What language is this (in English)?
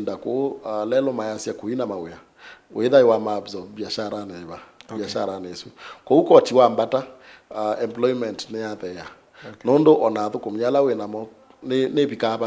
Kamba